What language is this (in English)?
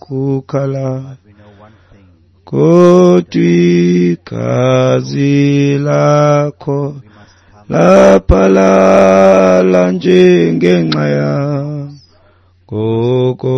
Xhosa